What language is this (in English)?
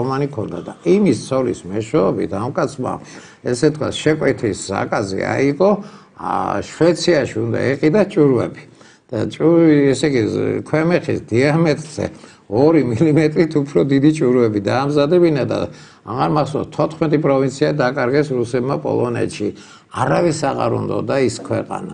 Georgian